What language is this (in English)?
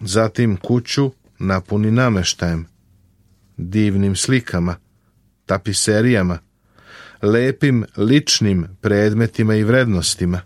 Serbian